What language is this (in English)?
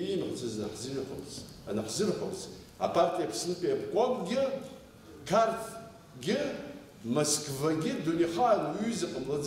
Abkhazian